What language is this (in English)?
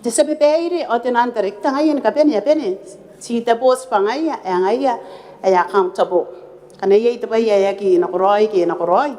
Gilbertese